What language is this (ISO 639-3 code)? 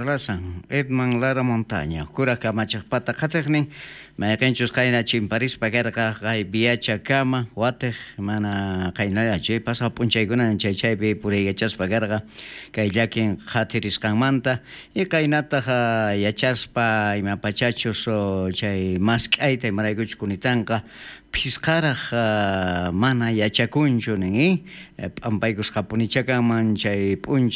quh